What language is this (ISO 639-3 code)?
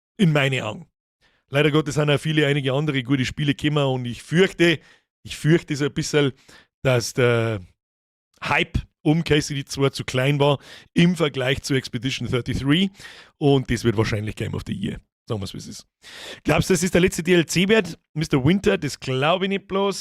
bar